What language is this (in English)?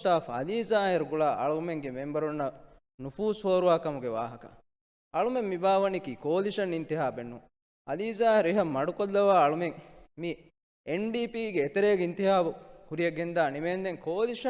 Divehi